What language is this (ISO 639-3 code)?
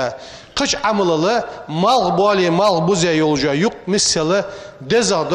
inh